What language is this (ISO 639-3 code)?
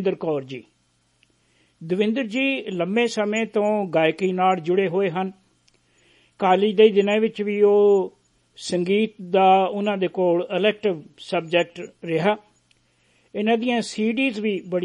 pan